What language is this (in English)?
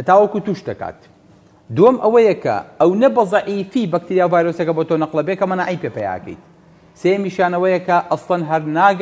Central Kurdish